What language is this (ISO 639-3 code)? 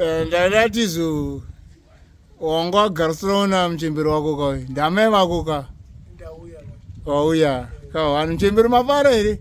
sna